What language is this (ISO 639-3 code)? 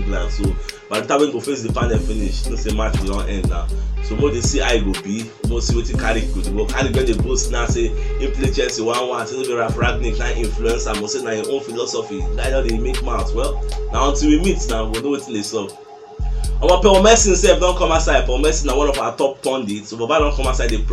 pcm